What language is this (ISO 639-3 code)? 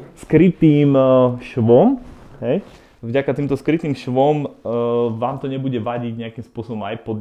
slk